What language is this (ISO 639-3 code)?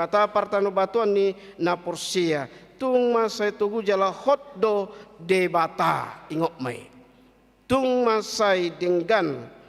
bbc